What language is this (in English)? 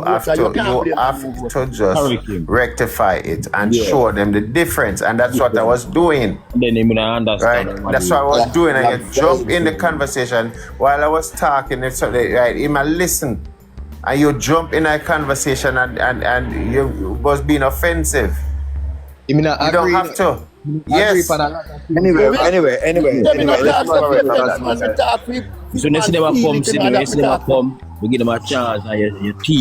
Jamaican Creole English